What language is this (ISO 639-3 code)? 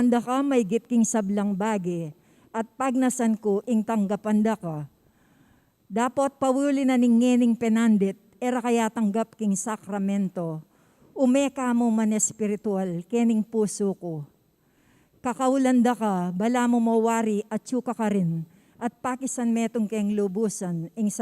pam